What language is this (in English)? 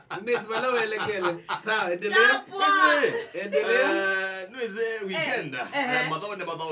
Kamba